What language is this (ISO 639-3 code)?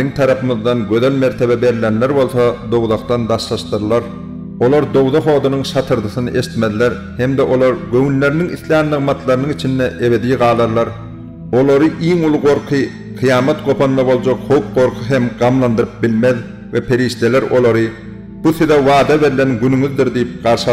tuk